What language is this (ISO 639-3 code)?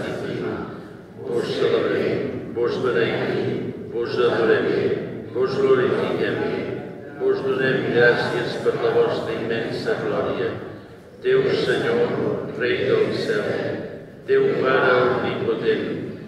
cat